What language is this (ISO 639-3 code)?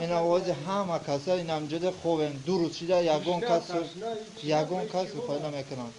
tgk